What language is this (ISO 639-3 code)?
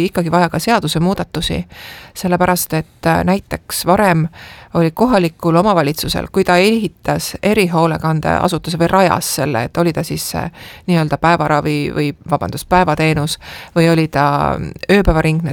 est